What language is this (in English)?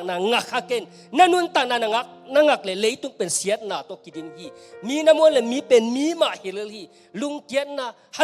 Tedim Chin